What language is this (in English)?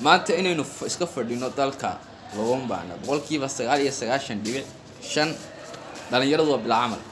Somali